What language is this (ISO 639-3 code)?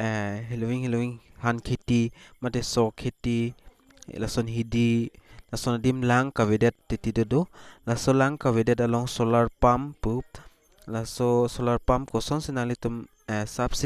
mjw